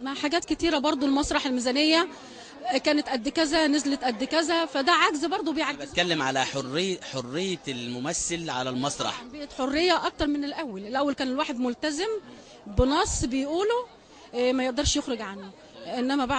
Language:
Egyptian Arabic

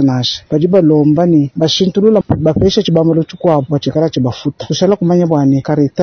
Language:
Luba-Lulua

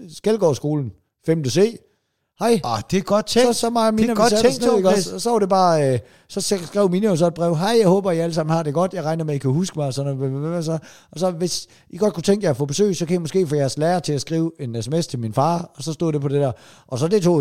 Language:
Danish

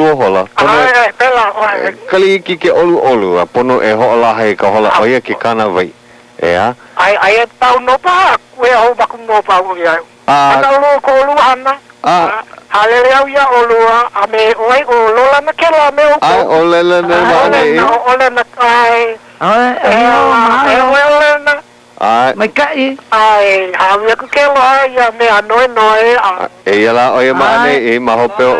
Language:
Hawaiian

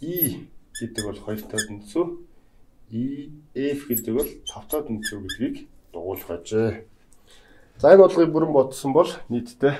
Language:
Mongolian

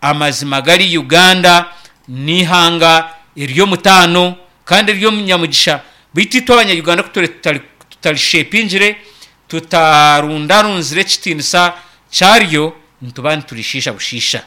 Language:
Nyankole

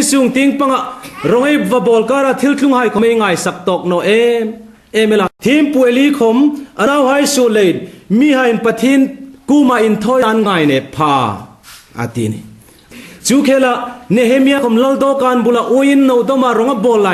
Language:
Hmar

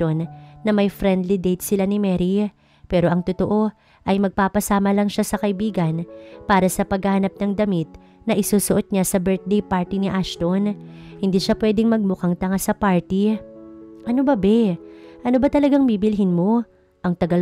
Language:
Filipino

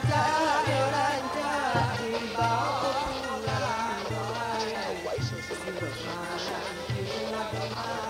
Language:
Minangkabau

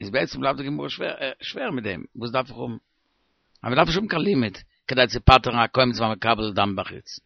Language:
Yiddish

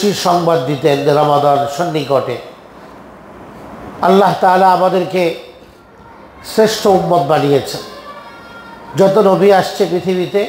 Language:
Bangla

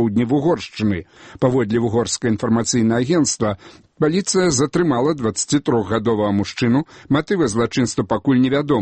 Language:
Belarusian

